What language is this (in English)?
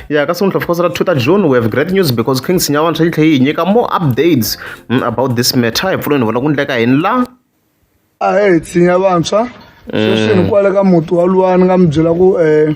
Tsonga